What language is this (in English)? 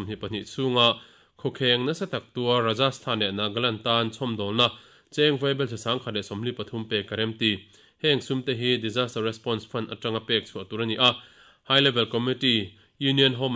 Mizo